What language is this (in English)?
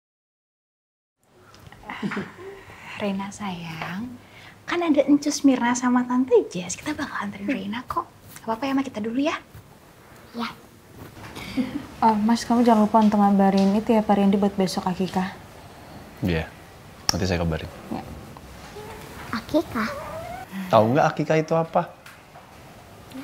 Indonesian